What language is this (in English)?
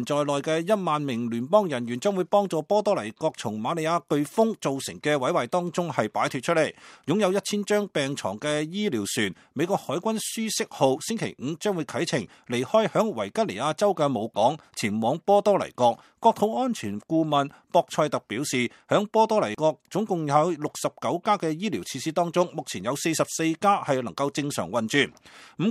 Cantonese